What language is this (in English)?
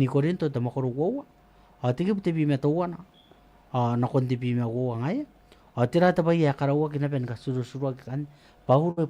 Gilbertese